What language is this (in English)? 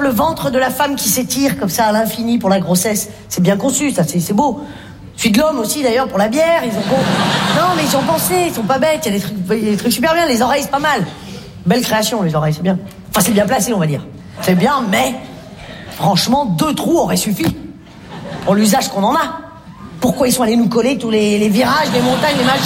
French